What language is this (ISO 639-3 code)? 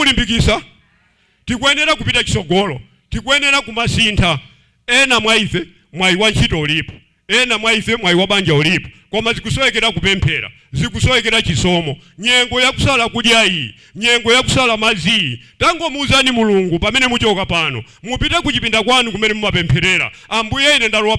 nya